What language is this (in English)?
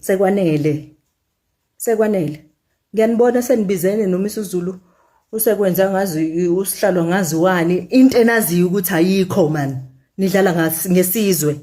Zulu